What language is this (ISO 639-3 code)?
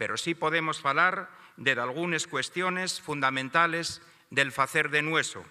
ast